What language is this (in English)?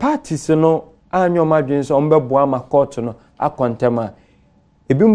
Akan